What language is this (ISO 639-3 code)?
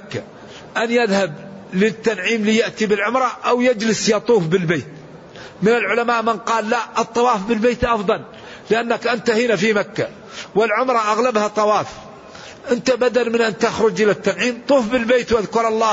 ara